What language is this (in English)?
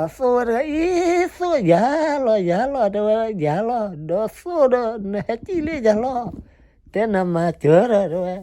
S'gaw Karen